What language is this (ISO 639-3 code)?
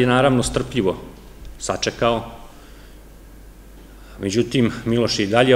srp